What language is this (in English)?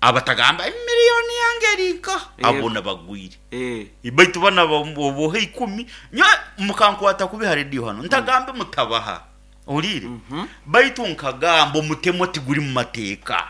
Nyoro